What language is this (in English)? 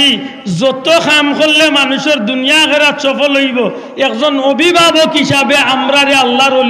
Sylheti